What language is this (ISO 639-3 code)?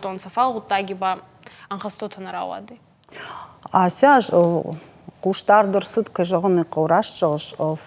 oss